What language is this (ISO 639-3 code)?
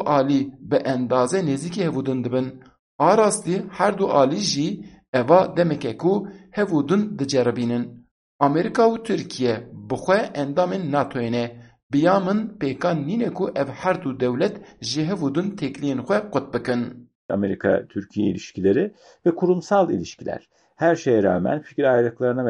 kur